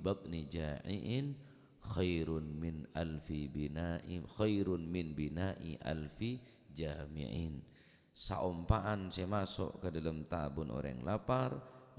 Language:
Madurese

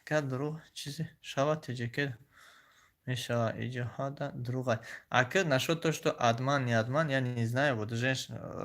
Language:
Tajik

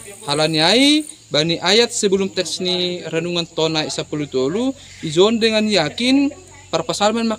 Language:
Batak Simalungun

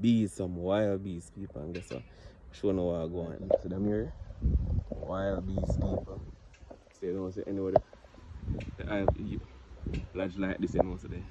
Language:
Jamaican Creole English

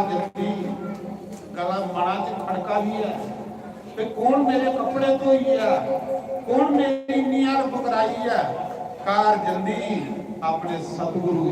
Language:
Dogri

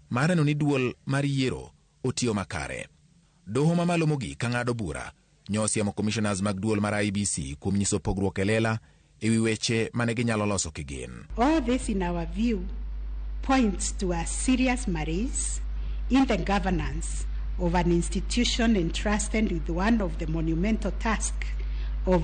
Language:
Luo (Kenya and Tanzania)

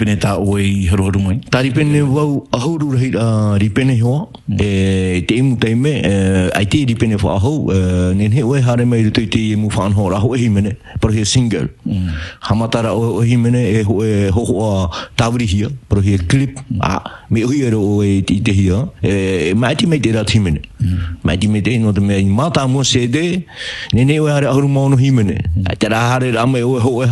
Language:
Tahitian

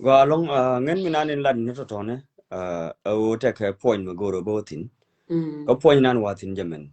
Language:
Nuer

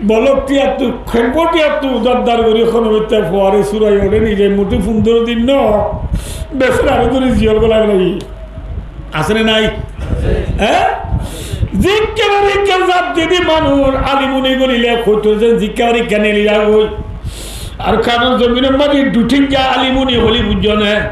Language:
Rohingya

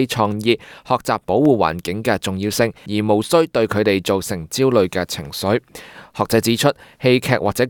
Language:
Cantonese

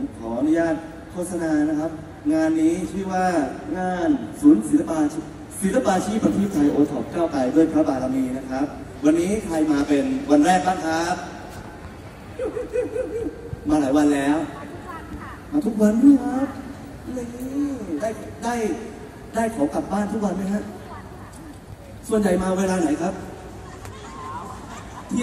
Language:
Thai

